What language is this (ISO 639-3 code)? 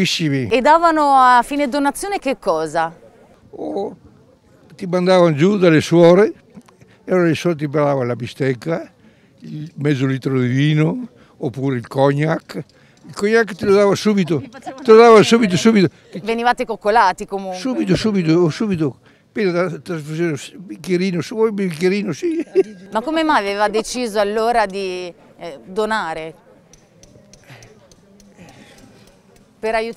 ita